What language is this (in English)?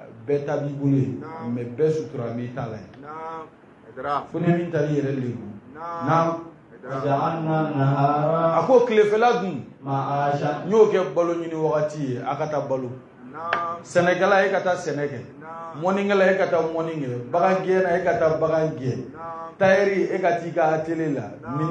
Bambara